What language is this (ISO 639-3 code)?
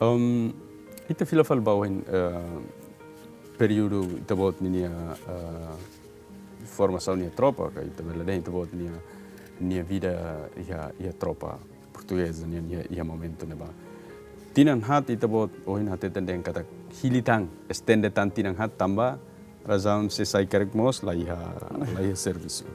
tet